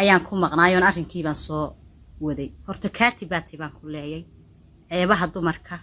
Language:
Somali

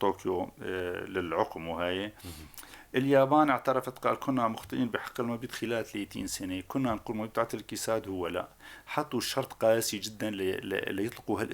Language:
North Levantine Arabic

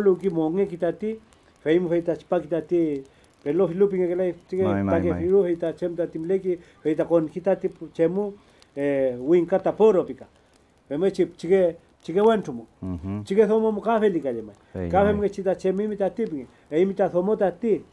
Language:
Mapuche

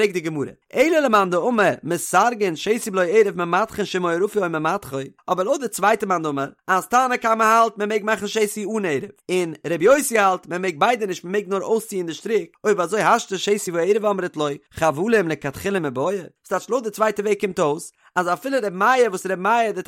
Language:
Yiddish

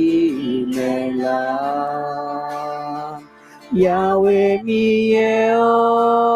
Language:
Akha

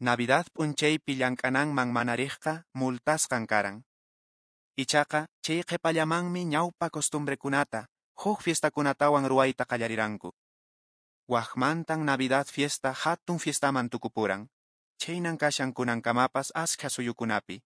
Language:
Quechua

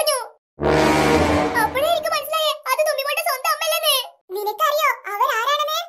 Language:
Malayalam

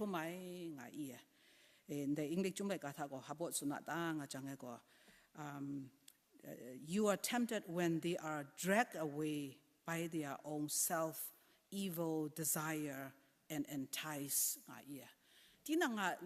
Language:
Kachin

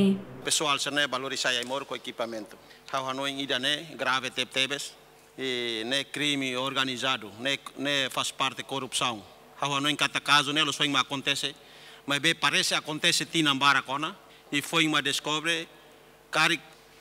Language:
Tetum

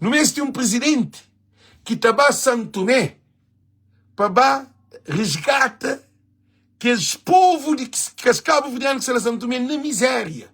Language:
Kabuverdianu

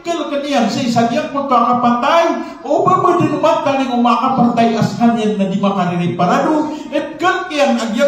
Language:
Maranao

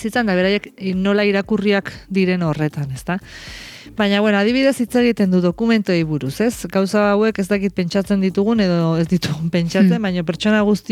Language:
Basque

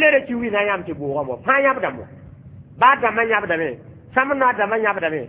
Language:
Mossi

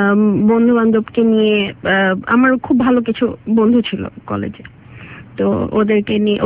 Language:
Bangla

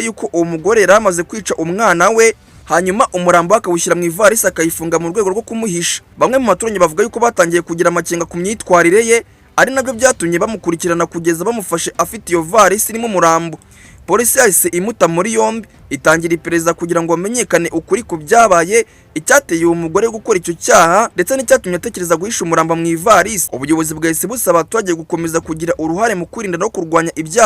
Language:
Kinyarwanda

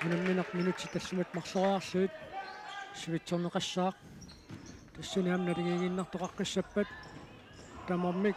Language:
Kalaallisut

